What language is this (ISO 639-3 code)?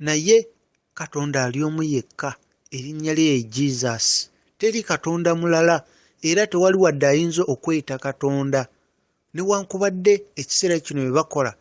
lug